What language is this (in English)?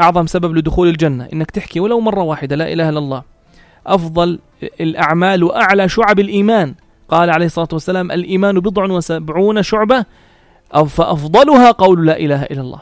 North Levantine Arabic